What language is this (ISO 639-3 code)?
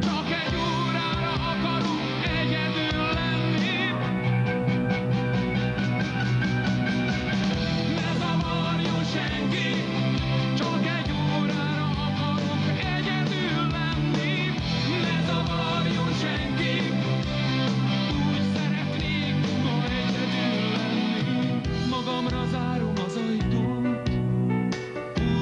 hun